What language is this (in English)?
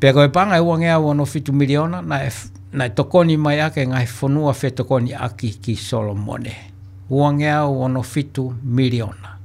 Tongan